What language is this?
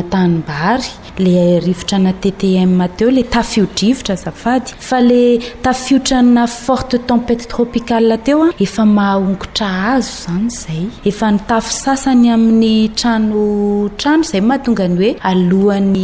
Malagasy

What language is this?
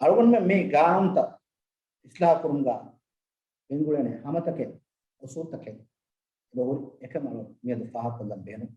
Divehi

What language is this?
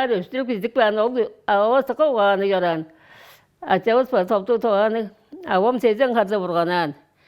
Tuvinian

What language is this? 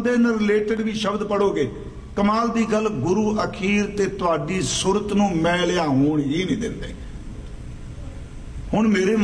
Punjabi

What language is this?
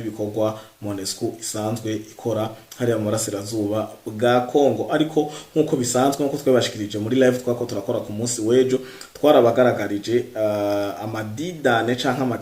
Rundi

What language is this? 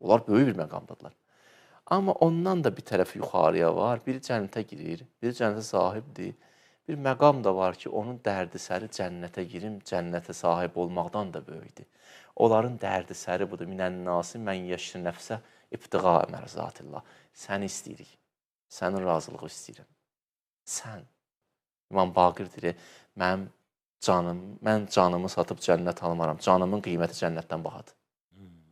Azerbaijani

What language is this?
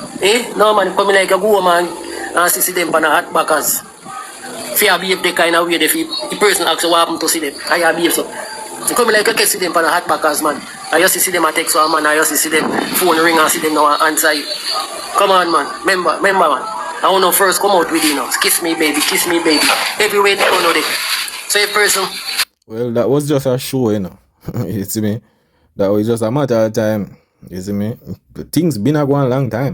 Jamaican Creole English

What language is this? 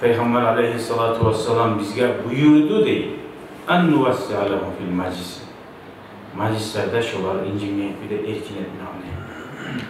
Kumyk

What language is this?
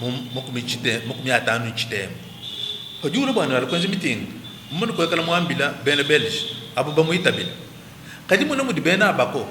Luba-Lulua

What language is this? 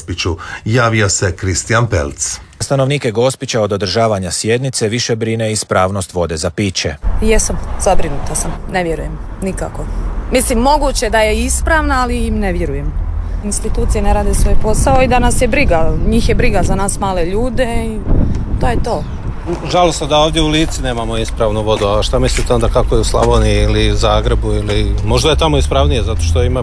Croatian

